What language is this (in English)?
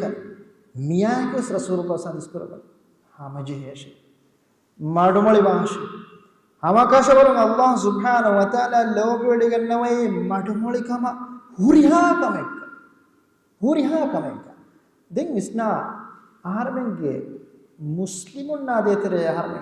Divehi